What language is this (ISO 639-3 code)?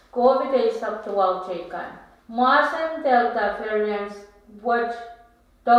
pon